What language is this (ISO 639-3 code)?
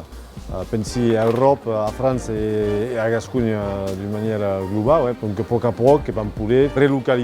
oci